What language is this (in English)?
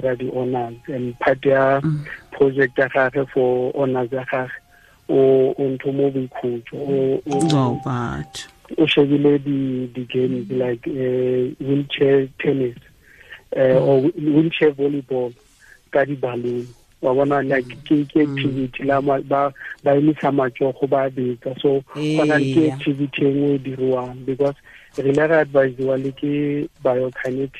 Tswana